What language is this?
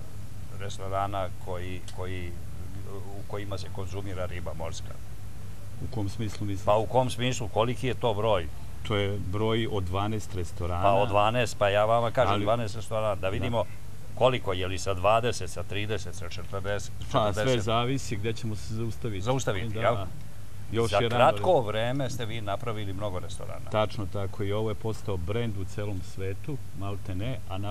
Serbian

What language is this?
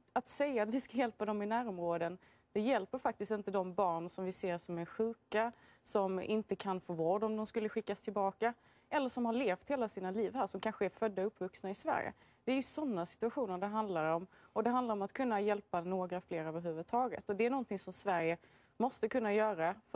Swedish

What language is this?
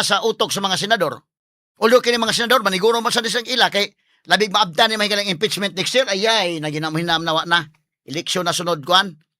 Cebuano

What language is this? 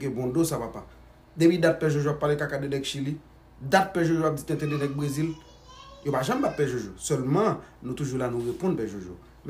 Haitian Creole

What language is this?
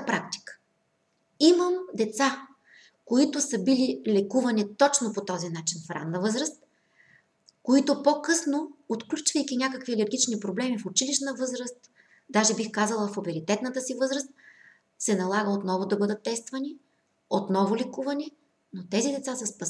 Bulgarian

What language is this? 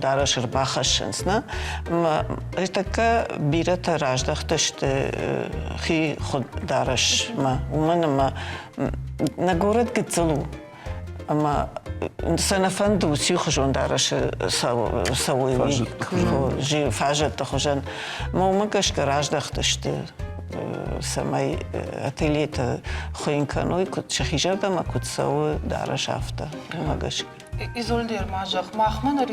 Ossetic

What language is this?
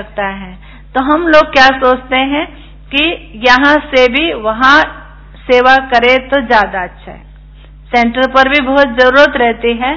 Hindi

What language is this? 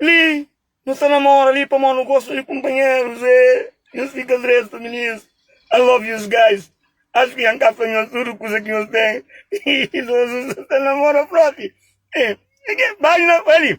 Kabuverdianu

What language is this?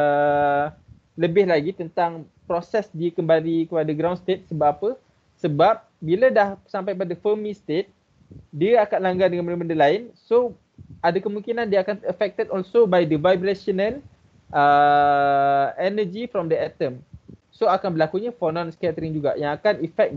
Malay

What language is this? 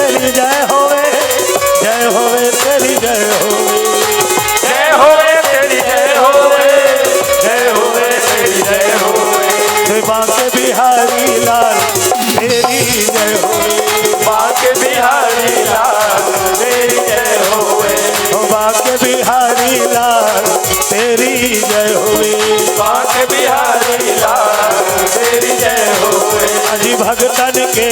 Chhattisgarhi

